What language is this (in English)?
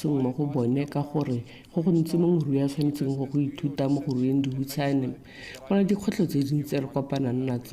Tswana